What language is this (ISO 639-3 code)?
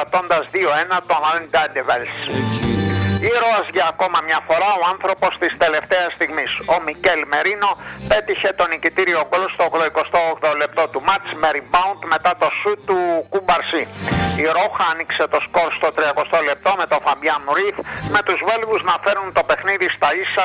ell